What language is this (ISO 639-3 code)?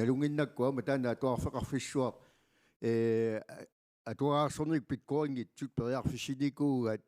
kal